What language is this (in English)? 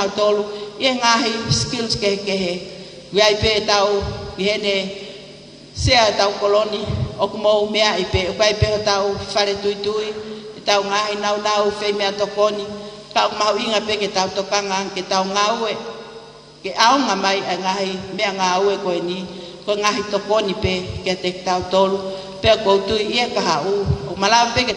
Tongan